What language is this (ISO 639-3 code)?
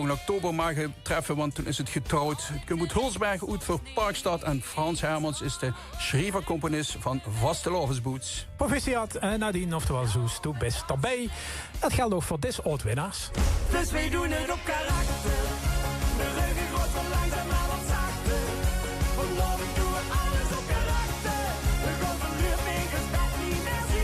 lim